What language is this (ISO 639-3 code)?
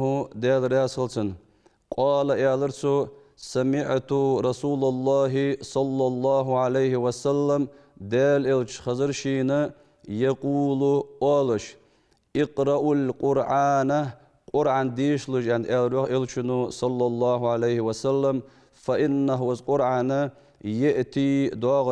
inh